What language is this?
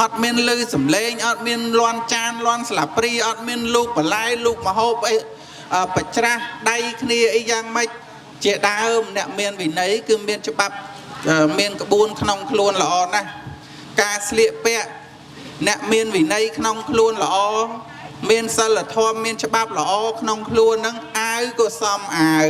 Khmer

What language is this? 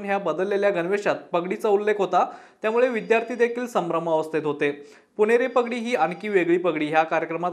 Marathi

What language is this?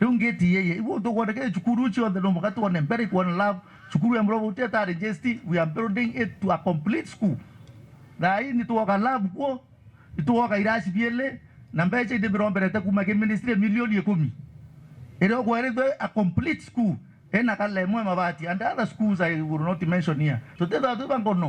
Meru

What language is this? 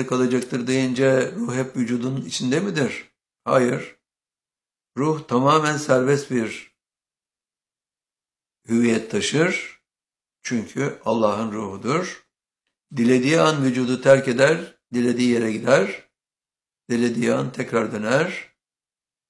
Turkish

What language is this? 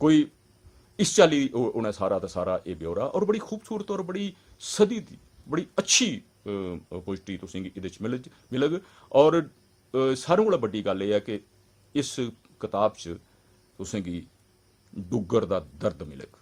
Dogri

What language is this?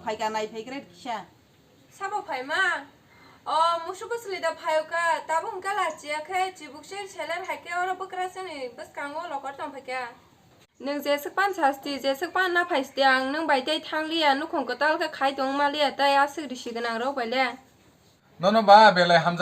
Kok Borok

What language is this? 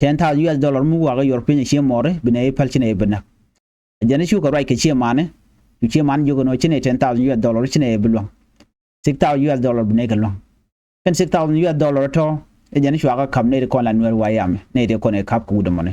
Nuer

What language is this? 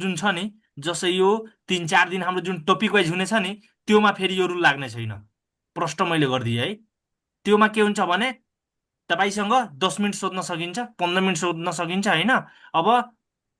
Nepali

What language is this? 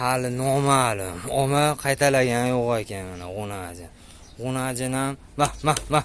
Uzbek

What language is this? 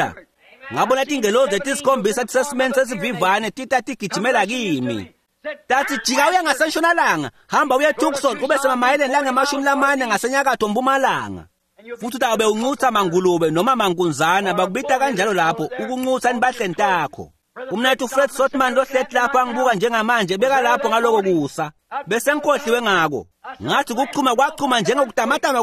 Swati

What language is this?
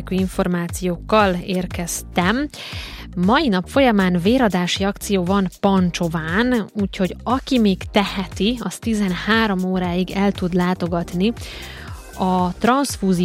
Hungarian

